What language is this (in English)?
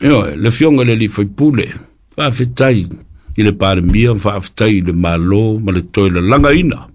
Samoan